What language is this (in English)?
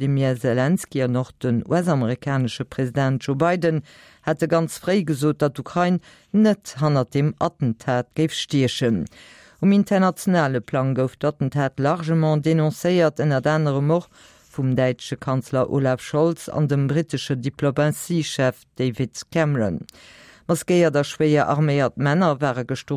Luxembourgish